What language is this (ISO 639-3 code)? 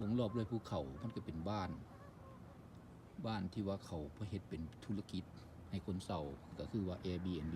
lao